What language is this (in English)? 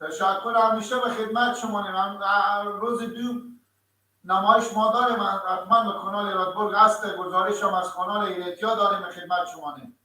Persian